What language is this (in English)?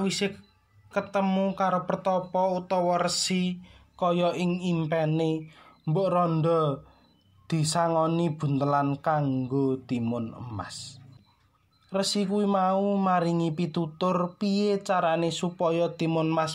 Javanese